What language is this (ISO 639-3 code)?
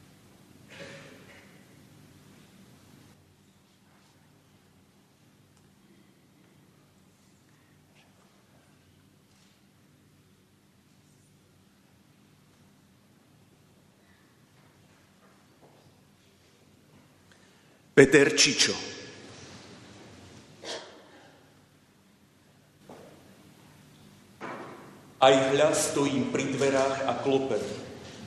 slk